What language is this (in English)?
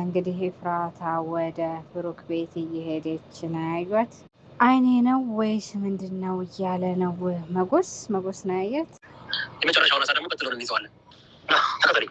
Amharic